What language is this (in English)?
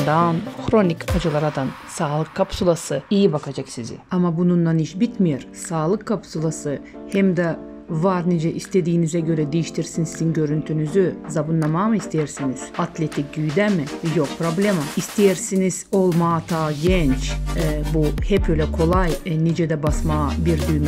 Gagauz